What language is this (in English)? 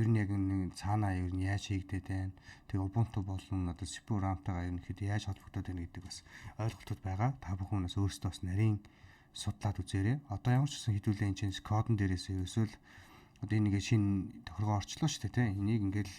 Mongolian